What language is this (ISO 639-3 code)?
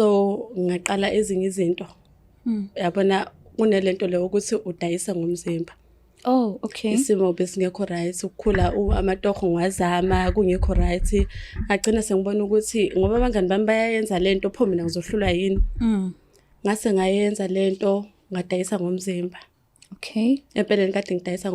zul